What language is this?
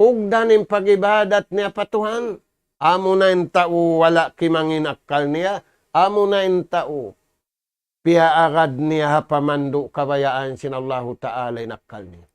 Tausug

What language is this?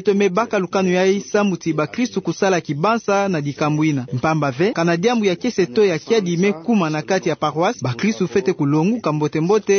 Kituba (Democratic Republic of Congo)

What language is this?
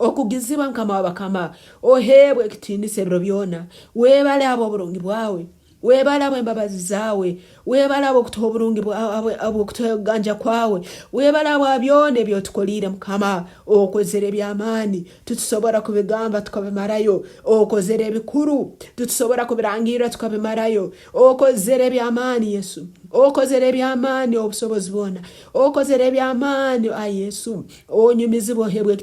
Nyankole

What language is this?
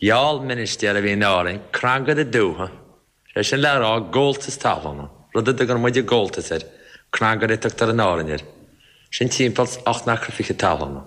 Irish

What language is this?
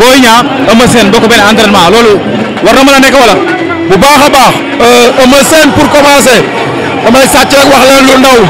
Wolof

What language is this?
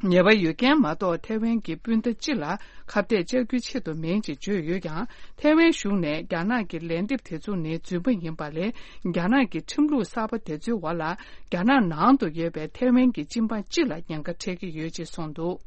Tibetan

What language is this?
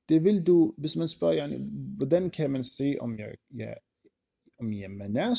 Danish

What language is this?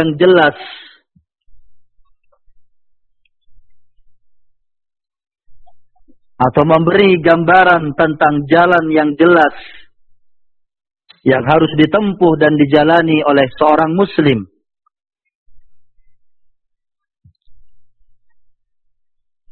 Indonesian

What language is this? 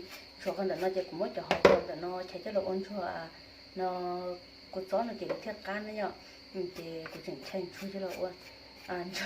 Hmong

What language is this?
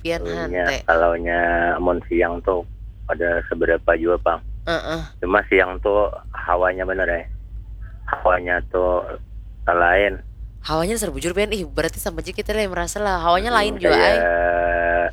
Banjar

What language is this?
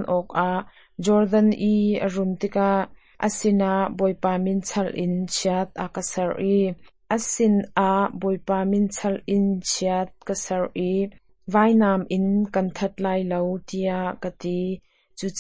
Hakha Chin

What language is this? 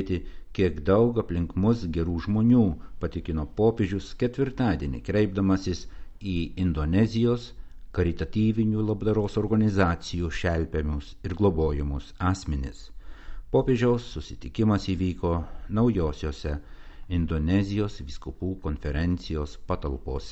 Lithuanian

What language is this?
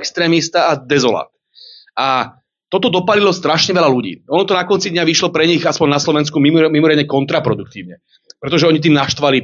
Slovak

